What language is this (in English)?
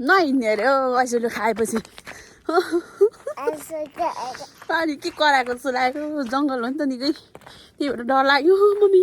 Nepali